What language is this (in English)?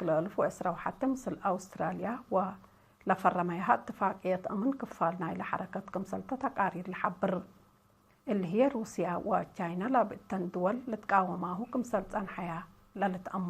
Tigre